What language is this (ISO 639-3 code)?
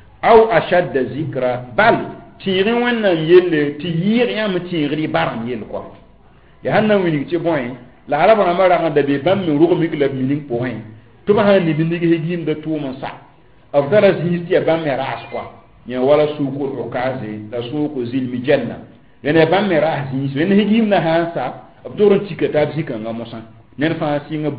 mos